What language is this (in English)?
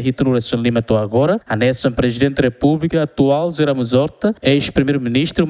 Tetum